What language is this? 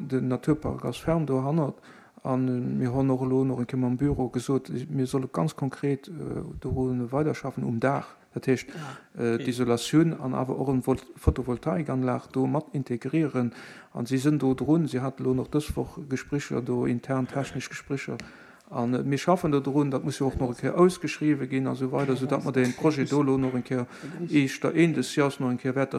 Luxembourgish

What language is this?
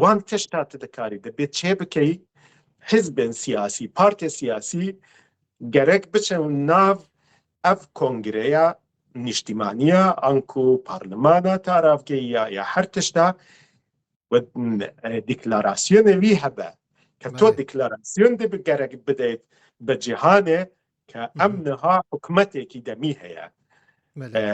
Kurdish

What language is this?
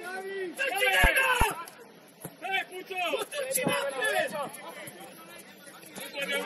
Croatian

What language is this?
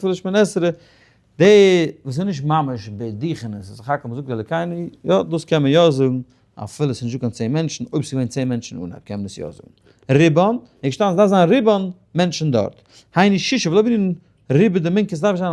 Yiddish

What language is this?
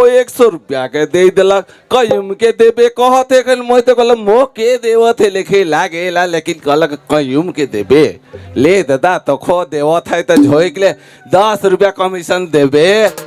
Sadri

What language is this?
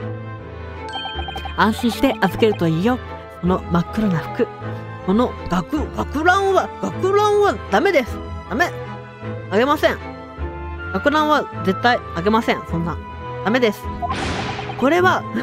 Japanese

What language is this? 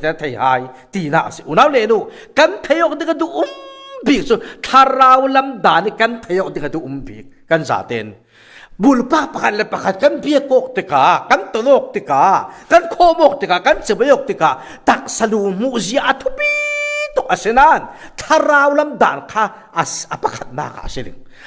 Falam Chin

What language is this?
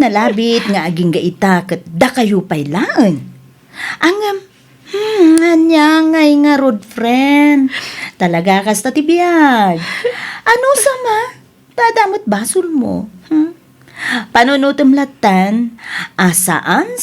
Iloko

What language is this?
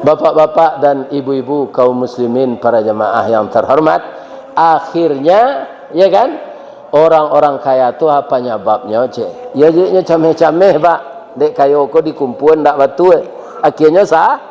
Minangkabau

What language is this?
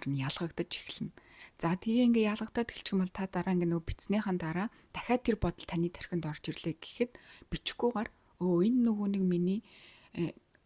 Mongolian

